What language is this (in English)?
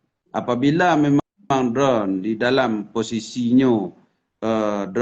Achinese